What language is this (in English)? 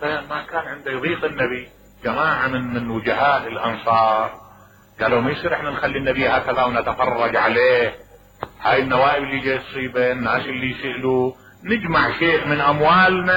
Mesopotamian Arabic